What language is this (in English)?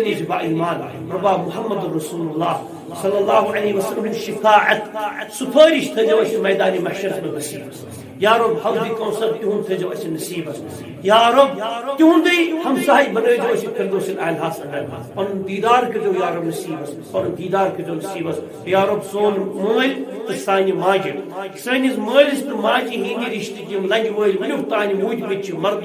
Kashmiri